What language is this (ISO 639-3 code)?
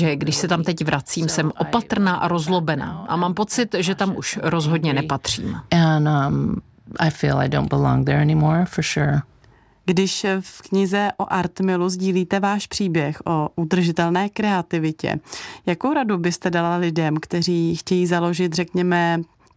ces